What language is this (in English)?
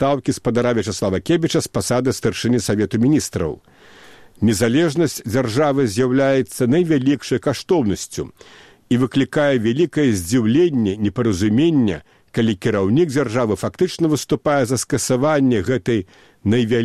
Belarusian